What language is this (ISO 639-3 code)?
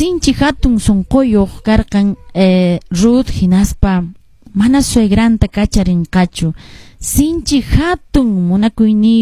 que